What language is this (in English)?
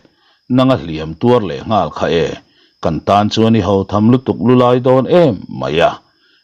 Mizo